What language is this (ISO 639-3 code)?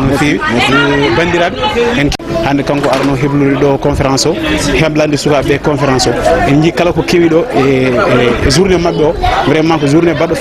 ful